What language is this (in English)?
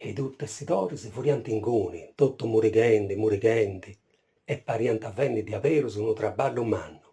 Sardinian